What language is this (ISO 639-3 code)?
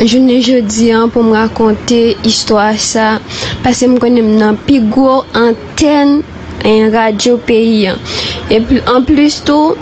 hat